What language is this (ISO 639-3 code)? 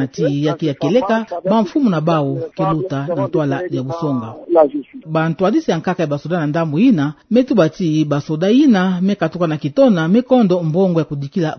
ktu